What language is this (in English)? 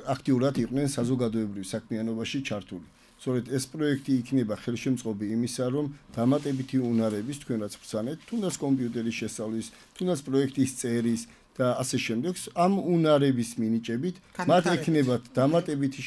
Georgian